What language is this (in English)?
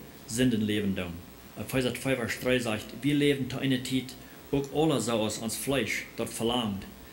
Plautdietsch